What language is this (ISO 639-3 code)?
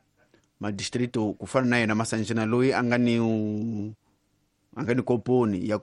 tso